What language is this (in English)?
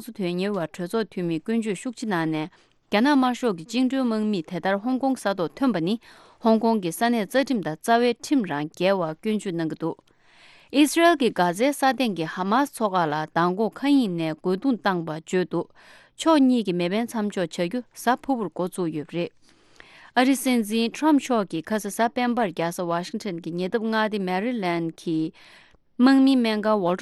Tibetan